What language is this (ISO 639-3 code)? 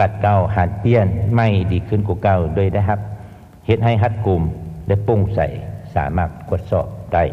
lao